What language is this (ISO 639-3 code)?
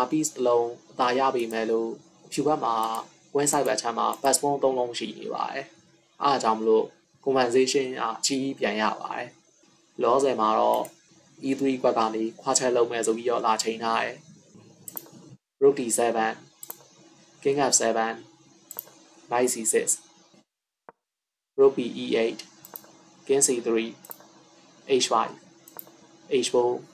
mya